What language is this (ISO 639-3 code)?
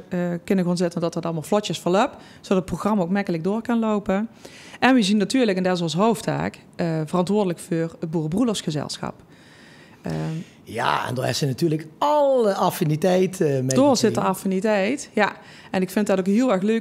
lim